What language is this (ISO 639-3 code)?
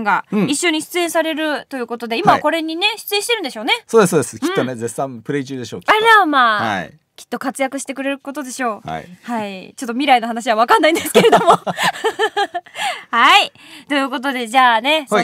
jpn